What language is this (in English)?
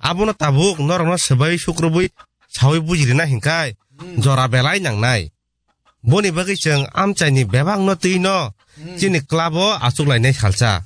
Kok Borok